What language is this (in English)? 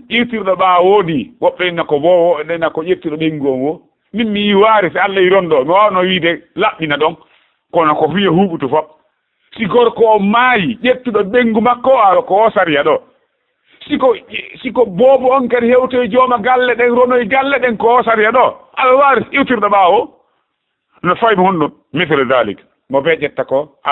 Fula